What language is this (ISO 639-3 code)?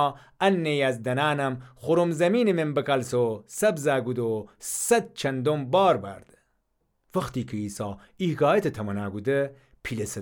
glk